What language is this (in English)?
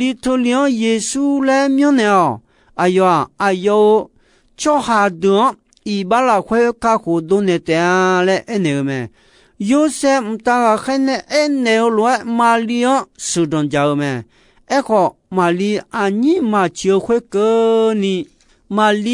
Akha